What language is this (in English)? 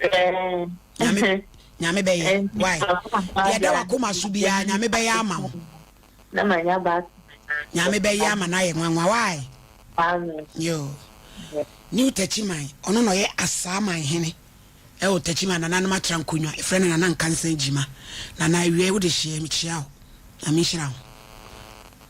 Akan